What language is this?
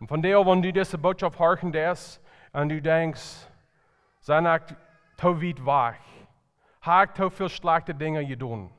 Plautdietsch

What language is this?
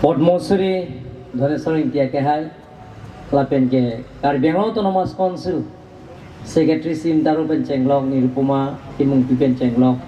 Karbi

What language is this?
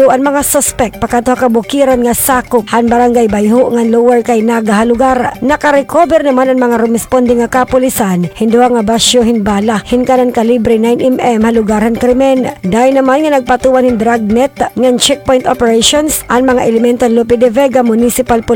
Waray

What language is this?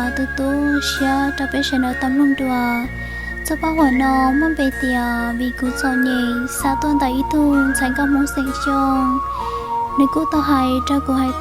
Hmong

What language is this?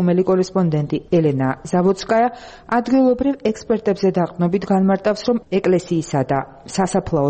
Georgian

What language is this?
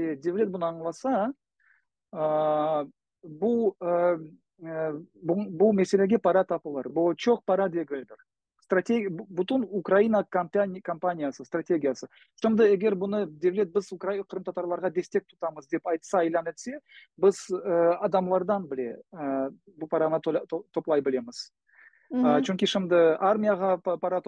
Crimean Tatar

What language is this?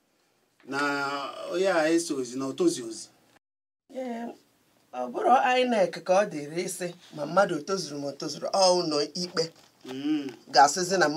Igbo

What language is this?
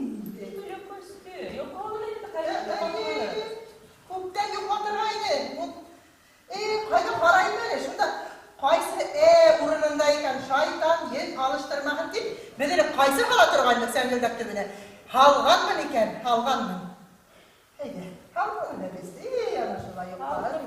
Bashkir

